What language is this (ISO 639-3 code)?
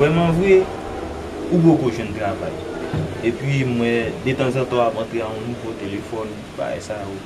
hat